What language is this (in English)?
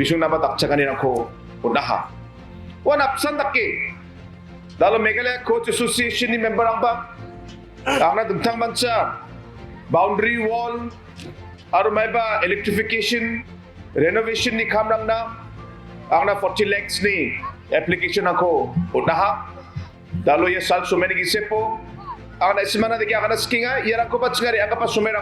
Garo